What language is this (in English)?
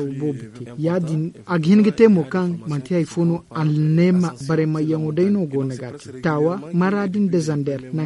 Zarma